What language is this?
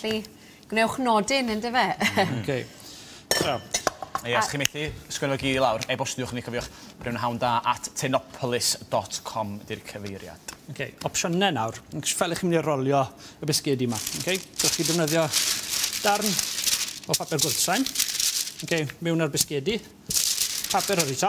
Welsh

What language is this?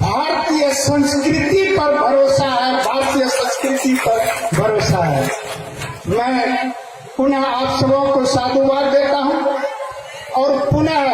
Angika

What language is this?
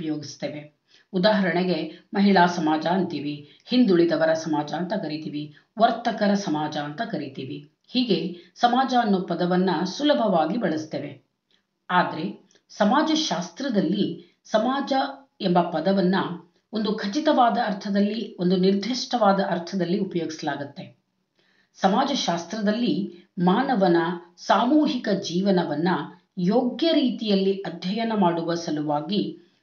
Kannada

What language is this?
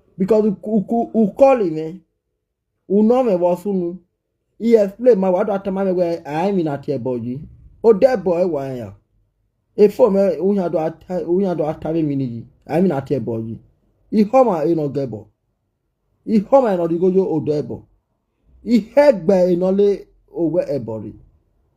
Nigerian Pidgin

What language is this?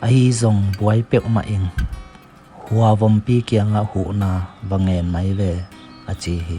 Tedim Chin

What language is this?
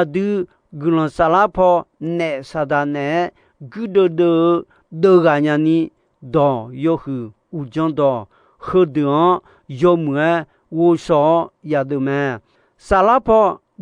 Akha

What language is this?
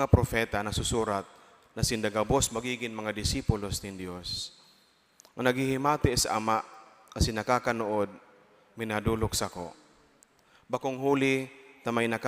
Bikol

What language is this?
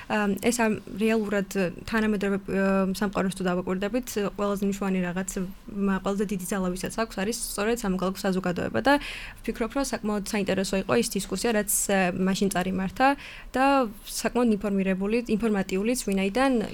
Georgian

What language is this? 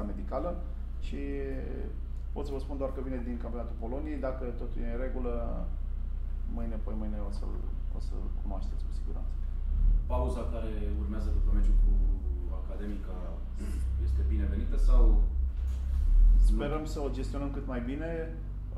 Romanian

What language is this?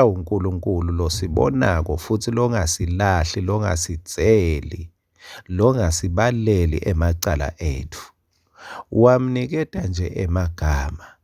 Swati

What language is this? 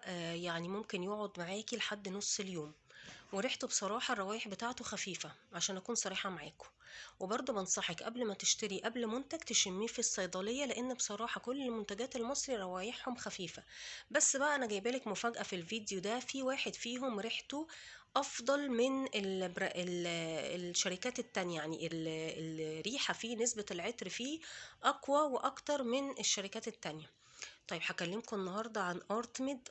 Egyptian Arabic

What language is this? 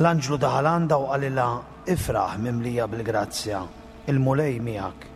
Maltese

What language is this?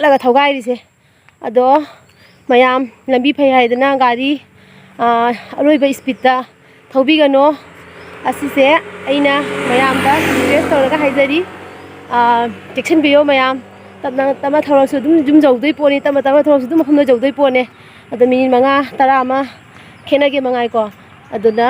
Manipuri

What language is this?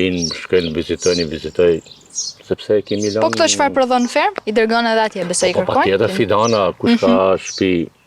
Albanian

